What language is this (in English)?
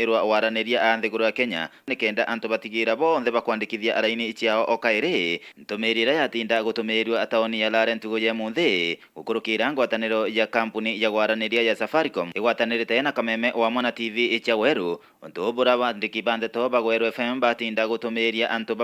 Meru